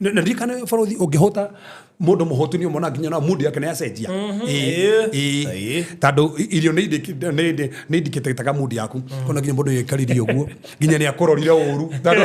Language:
Kikuyu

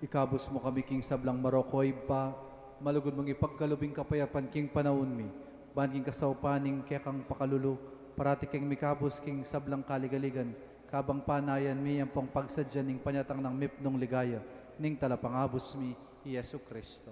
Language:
Pampanga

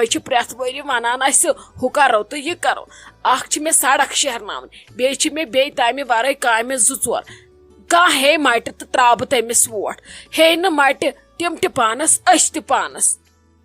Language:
Kashmiri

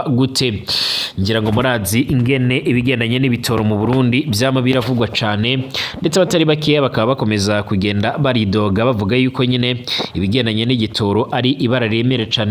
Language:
Rundi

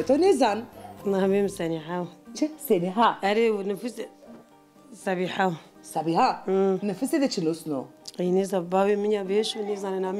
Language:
Zaza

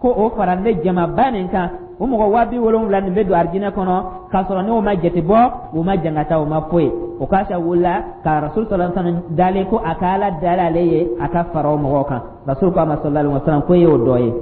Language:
Dyula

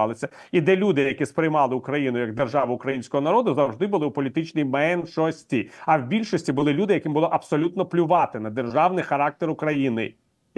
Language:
Ukrainian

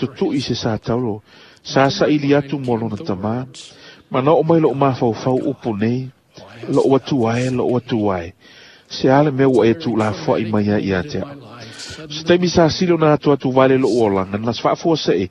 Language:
Samoan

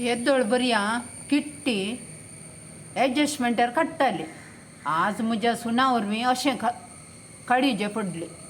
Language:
Konkani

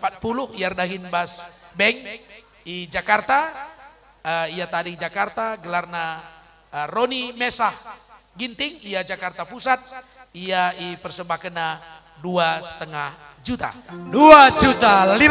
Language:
Batak Karo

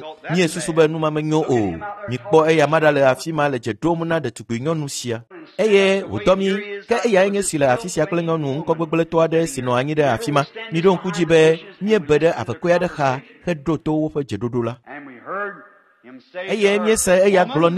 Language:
Ewe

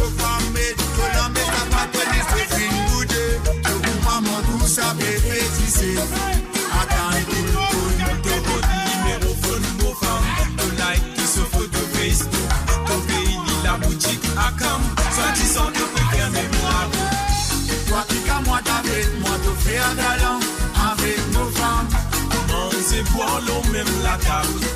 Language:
Morisyen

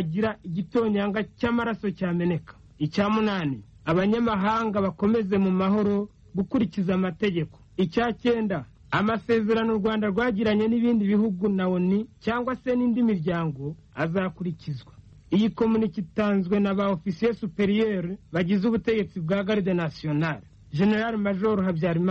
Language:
Kinyarwanda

